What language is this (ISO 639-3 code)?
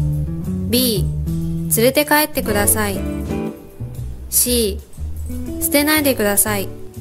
jpn